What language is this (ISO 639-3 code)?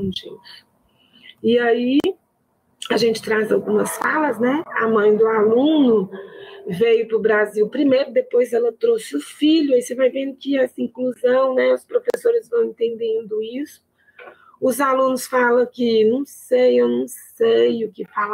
por